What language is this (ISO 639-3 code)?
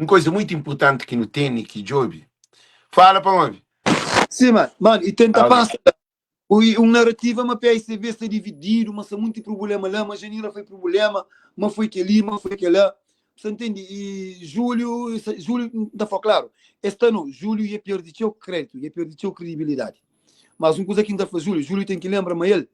kea